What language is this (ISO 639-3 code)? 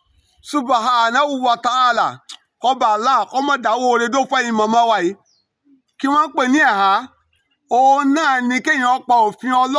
yor